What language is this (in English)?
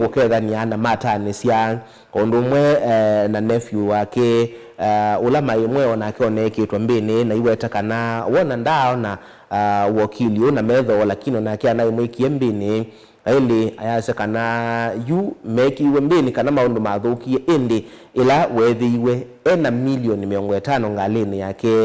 Kamba